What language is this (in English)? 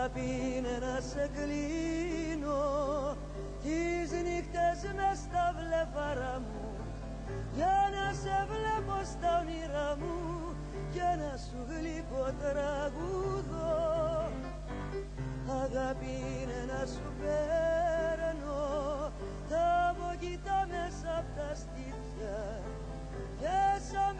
Greek